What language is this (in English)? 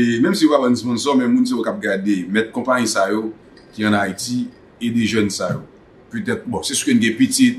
Haitian Creole